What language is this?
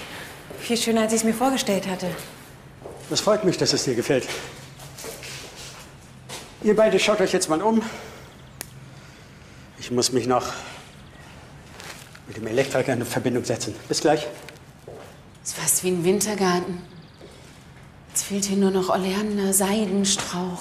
German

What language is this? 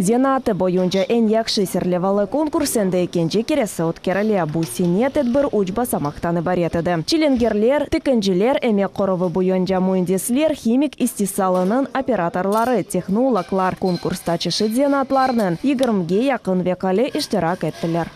Crimean Tatar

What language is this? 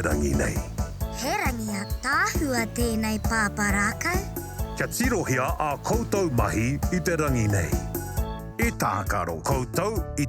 Māori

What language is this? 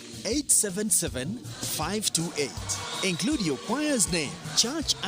Nyankole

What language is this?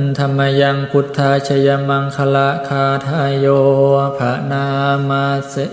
Pali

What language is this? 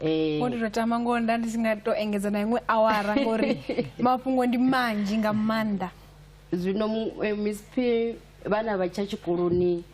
Venda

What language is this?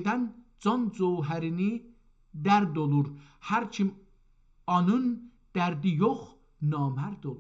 South Azerbaijani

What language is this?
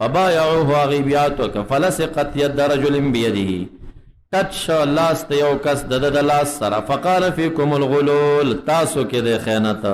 Pashto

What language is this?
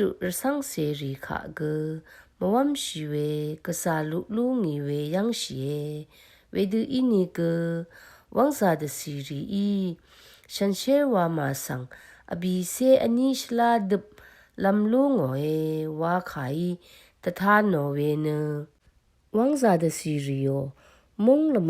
Rawang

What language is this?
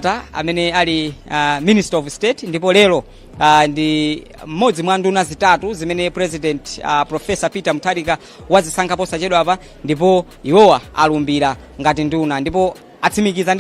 Nyanja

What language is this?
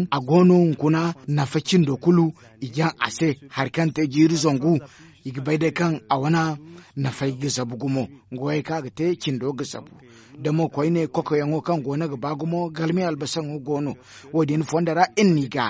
Zarma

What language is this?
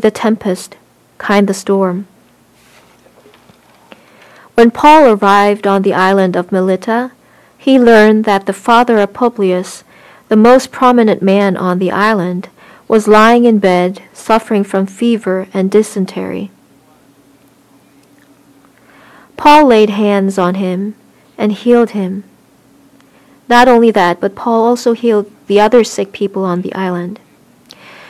English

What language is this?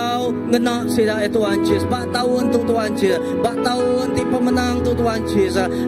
Iban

